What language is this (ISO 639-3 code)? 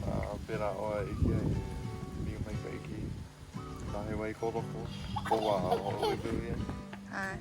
haw